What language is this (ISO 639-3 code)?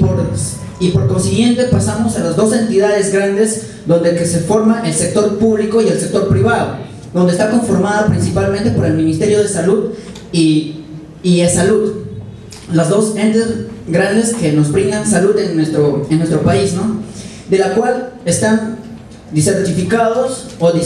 spa